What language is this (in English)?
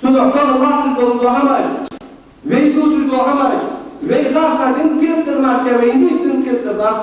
Ingush